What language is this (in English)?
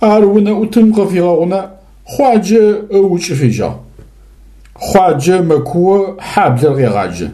Adyghe